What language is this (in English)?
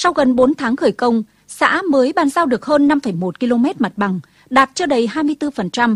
Vietnamese